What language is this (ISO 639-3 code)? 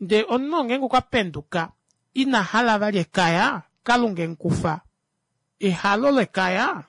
kua